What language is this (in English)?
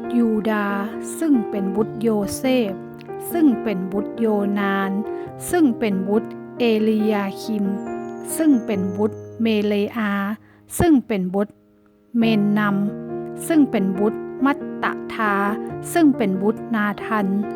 Northern Thai